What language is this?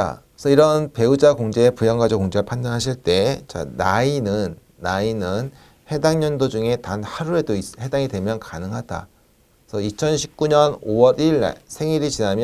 Korean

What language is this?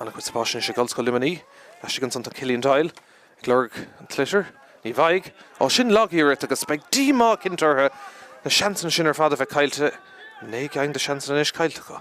Irish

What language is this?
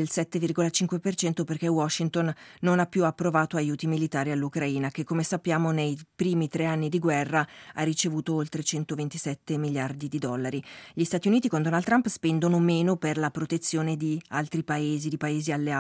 Italian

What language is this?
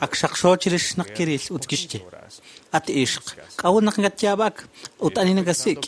Kekchí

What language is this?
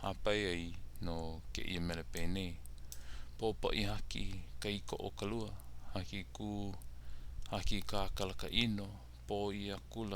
Hawaiian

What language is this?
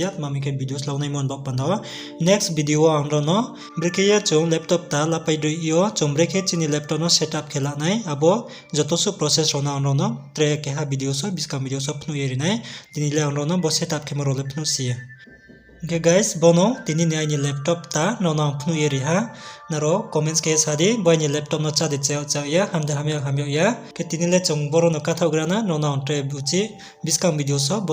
Riang (India)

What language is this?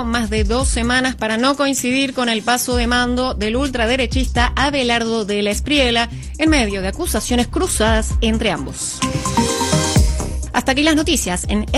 Spanish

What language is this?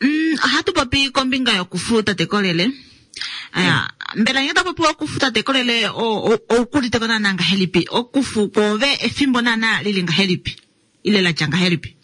Kuanyama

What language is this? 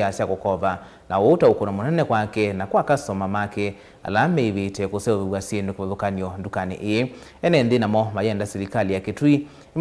Kamba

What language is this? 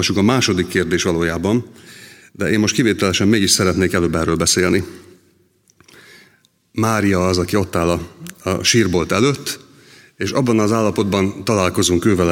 Hungarian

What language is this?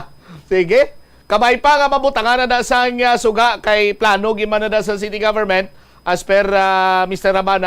Hiligaynon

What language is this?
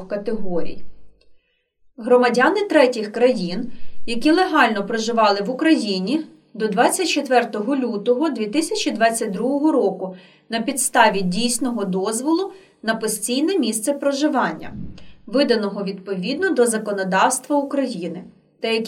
Ukrainian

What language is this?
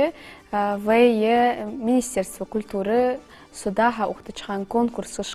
Ingush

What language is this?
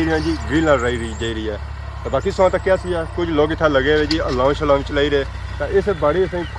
Pahari-Potwari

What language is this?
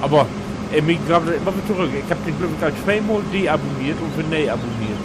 Low German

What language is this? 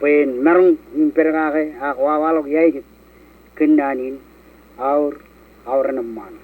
Marshallese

